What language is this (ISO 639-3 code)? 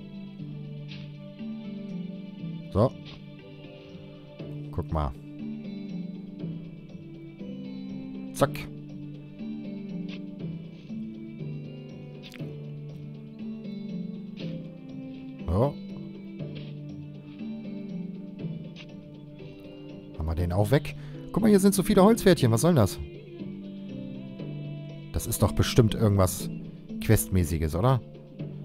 deu